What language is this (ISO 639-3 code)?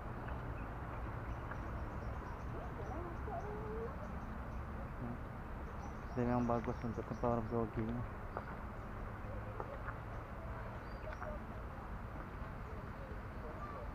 msa